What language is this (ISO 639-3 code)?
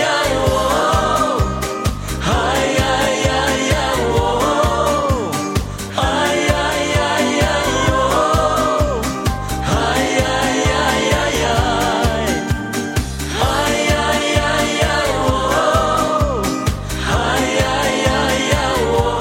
kaz